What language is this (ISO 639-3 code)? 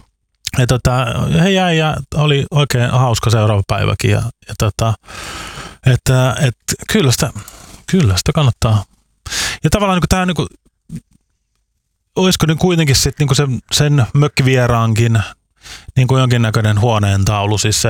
fin